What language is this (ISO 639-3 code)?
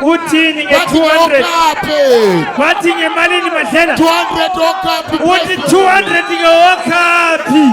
zul